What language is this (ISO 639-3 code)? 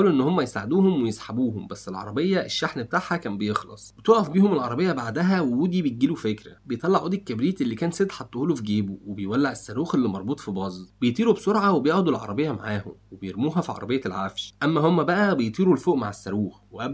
arz